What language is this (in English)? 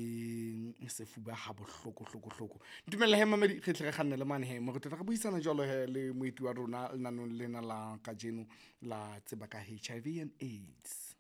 Southern Sotho